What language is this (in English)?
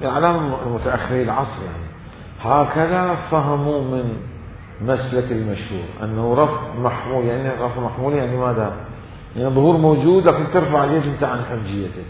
Mesopotamian Arabic